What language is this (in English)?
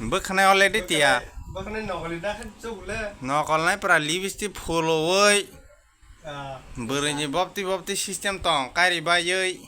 Kok Borok